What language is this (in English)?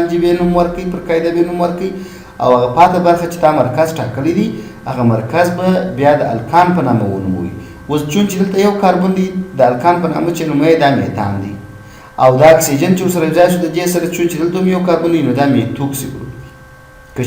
Pashto